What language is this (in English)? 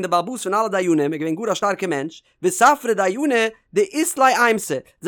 Yiddish